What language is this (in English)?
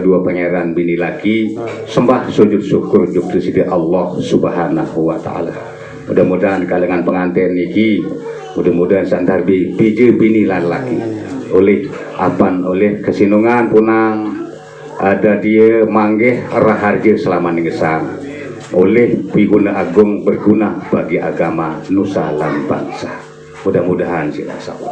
Sasak